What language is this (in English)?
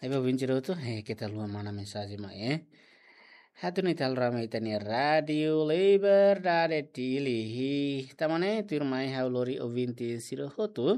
Tetum